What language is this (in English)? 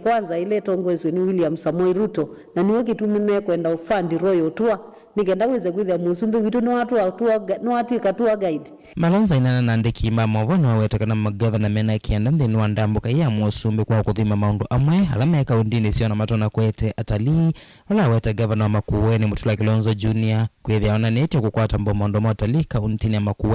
Kamba